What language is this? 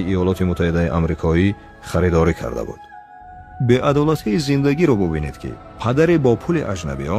Tajik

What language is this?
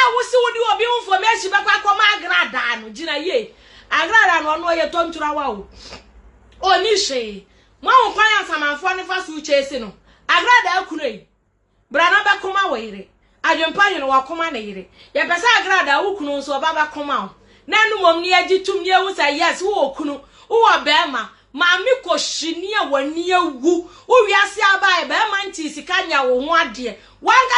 Akan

